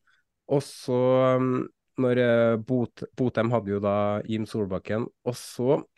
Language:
Norwegian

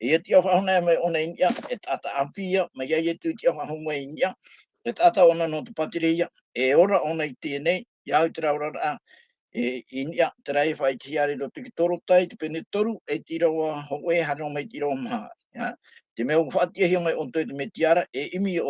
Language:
Tahitian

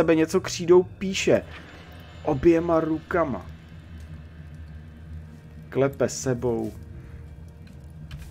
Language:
Czech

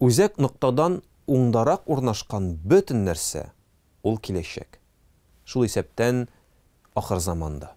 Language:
Tatar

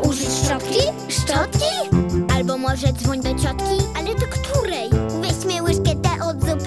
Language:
Polish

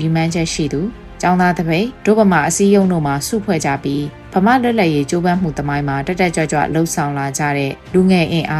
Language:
Burmese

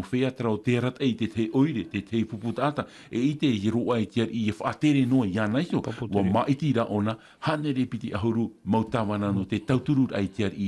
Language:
Tahitian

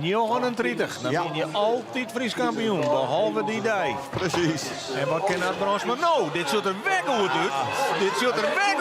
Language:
Western Frisian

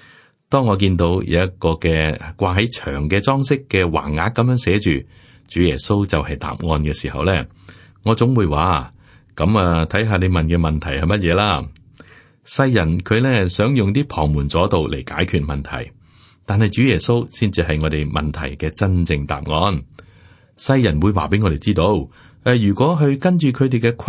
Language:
Cantonese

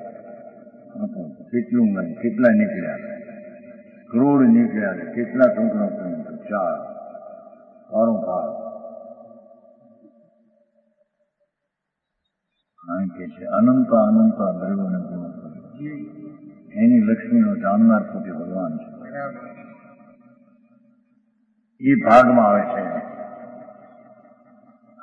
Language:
Gujarati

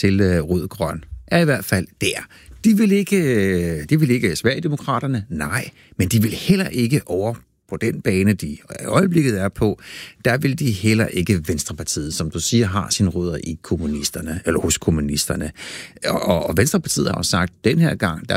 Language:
Danish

